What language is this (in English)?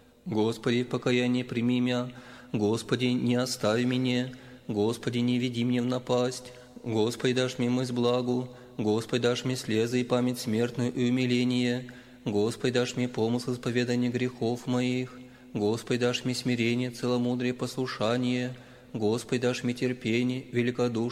Russian